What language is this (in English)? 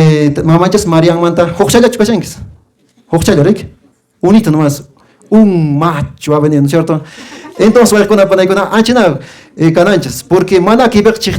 Quechua